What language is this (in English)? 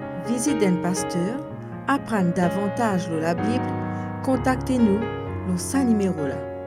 Morisyen